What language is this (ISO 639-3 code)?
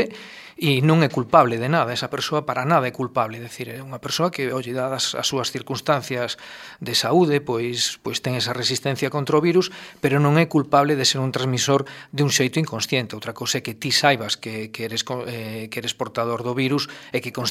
glg